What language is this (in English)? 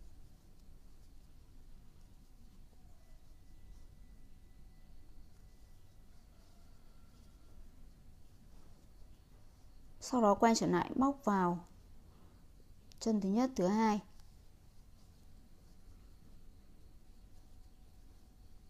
Vietnamese